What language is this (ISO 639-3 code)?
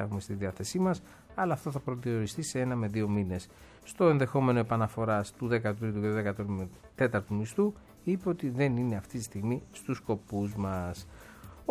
ell